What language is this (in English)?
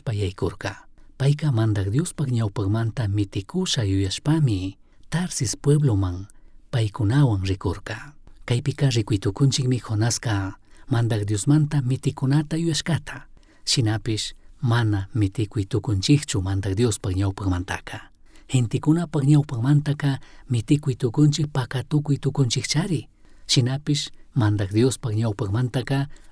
Chimborazo Highland Quichua